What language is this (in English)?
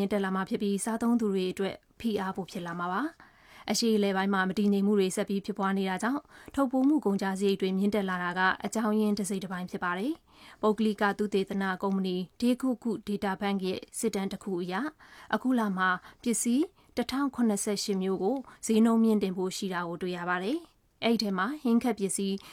Burmese